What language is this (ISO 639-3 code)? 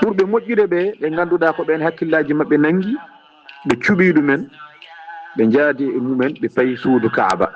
ful